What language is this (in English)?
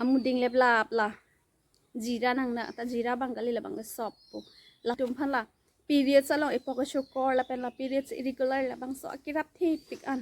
Karbi